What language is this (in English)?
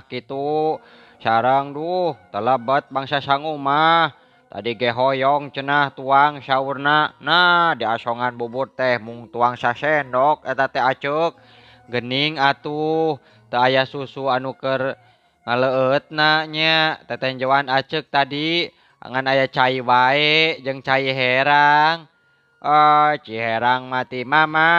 Sundanese